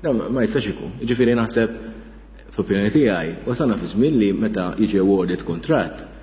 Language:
Maltese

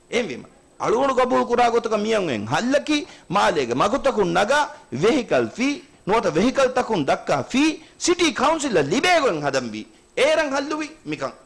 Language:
Divehi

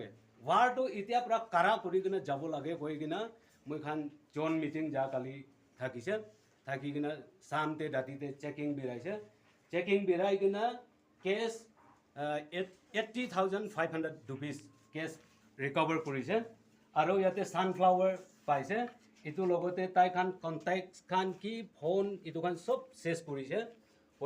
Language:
Naga Pidgin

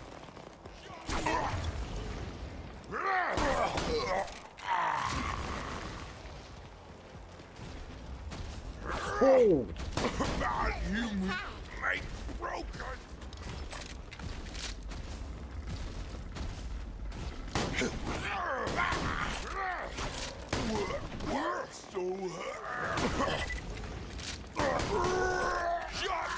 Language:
English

